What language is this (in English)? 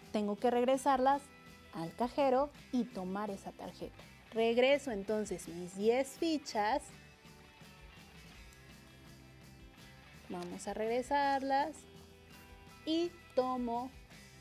Spanish